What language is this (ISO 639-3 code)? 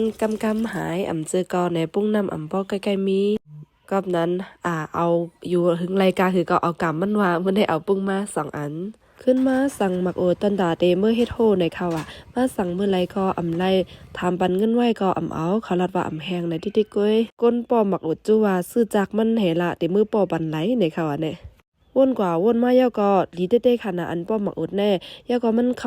shn